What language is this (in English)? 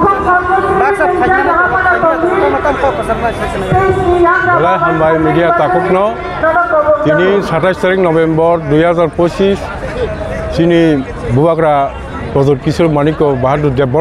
Kok Borok